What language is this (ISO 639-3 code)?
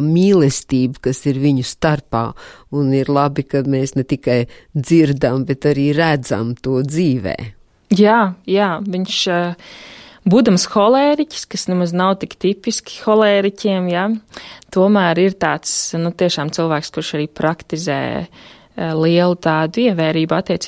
lav